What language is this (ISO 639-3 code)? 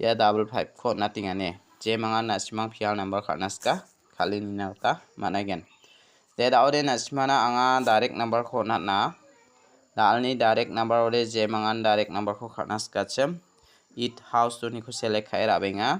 grt